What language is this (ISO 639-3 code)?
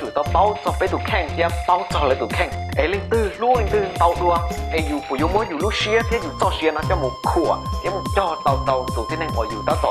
hmn